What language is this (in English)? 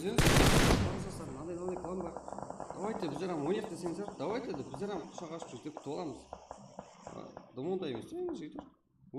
Kara-Kalpak